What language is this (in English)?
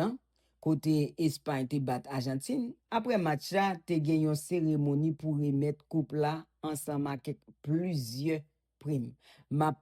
Haitian Creole